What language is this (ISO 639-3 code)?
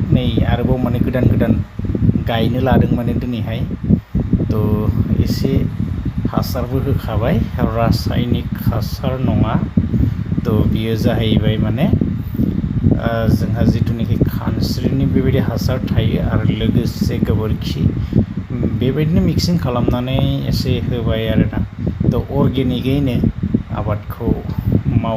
brx